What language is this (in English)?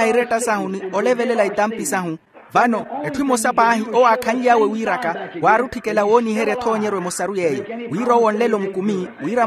Makhuwa